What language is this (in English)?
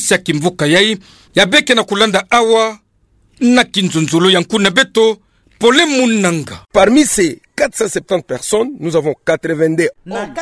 Kituba (Democratic Republic of Congo)